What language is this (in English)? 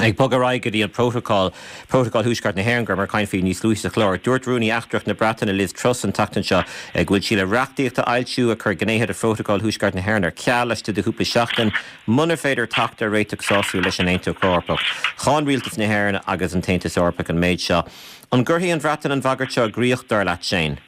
Irish